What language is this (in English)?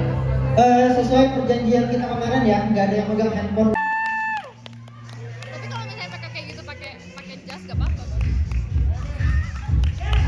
Indonesian